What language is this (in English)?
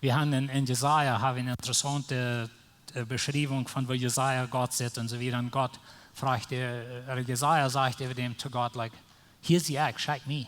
Plautdietsch